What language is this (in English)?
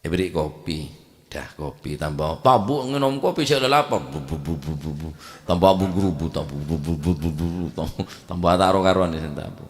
Madurese